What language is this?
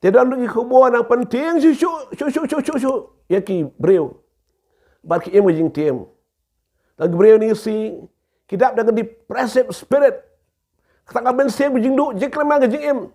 Khasi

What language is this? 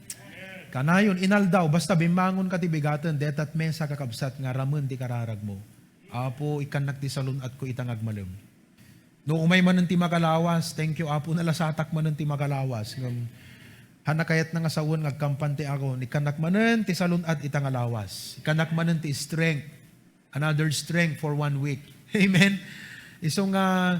Iloko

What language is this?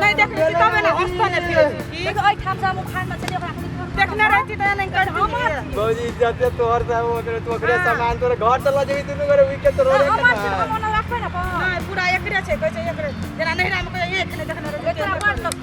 Maithili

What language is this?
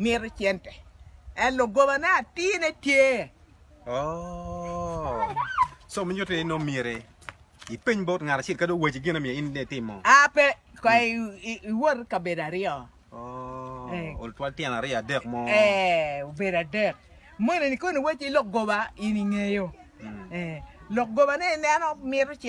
Acoli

